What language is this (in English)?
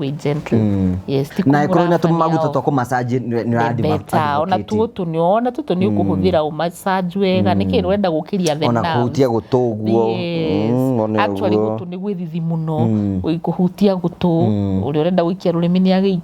Kikuyu